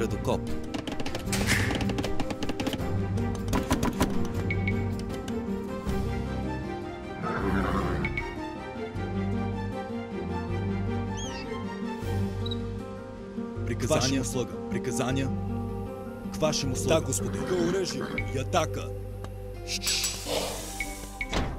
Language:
Bulgarian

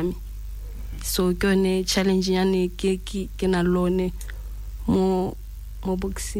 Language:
Tswana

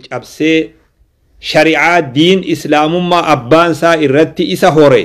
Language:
Oromo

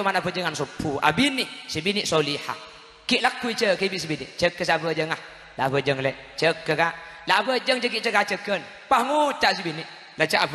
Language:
Madurese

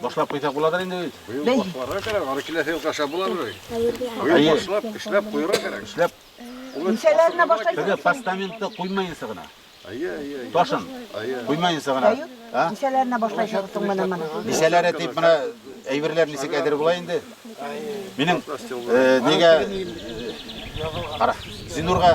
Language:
Bashkir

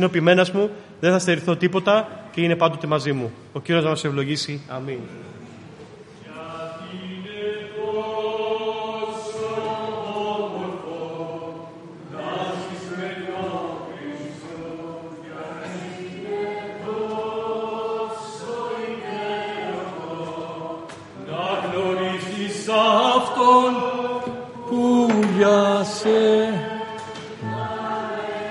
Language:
Greek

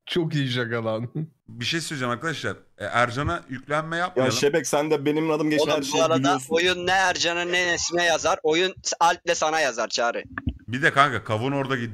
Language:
Turkish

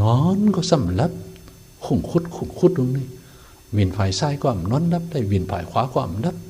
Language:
Shan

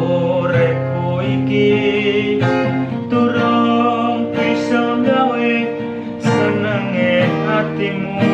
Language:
Javanese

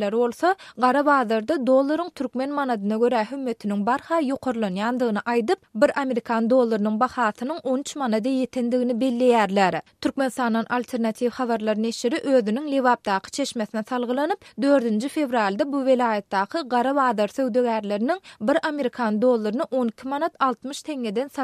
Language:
Turkmen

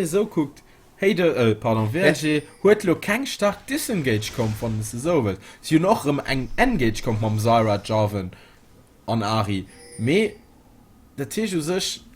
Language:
Luxembourgish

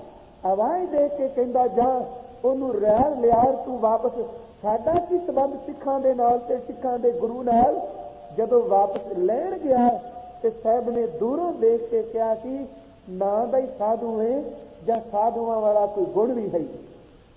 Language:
Punjabi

